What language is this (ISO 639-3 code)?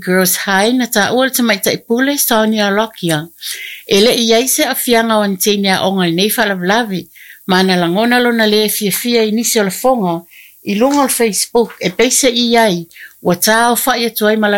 smo